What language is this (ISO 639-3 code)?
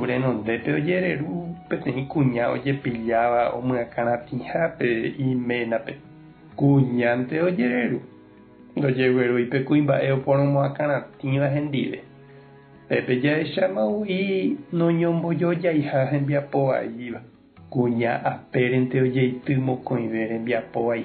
grn